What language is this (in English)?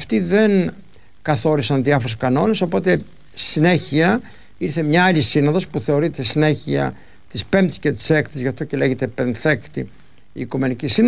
Greek